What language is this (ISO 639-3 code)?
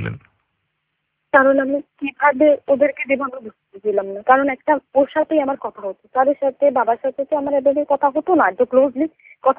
ben